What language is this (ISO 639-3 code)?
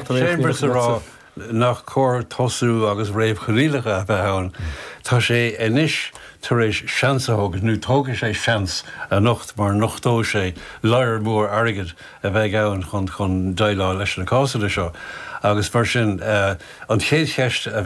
gle